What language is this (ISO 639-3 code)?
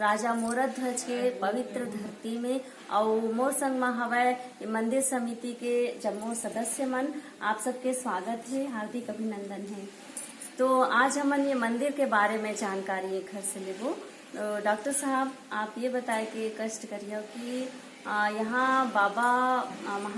hne